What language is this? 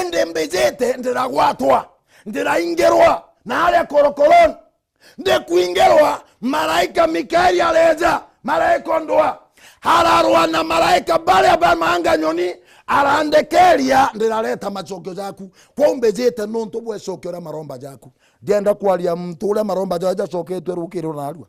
Meru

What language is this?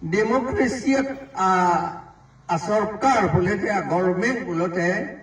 Karbi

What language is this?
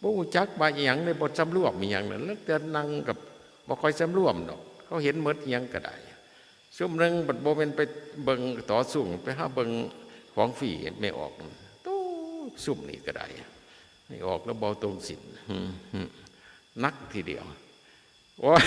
Northeastern Thai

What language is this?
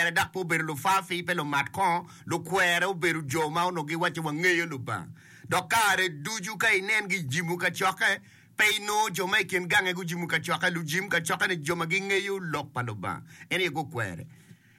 Acoli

